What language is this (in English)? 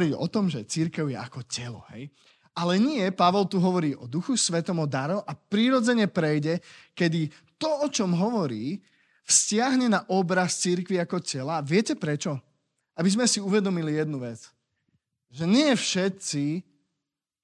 Slovak